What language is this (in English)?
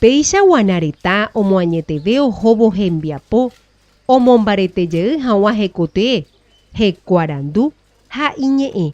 Guarani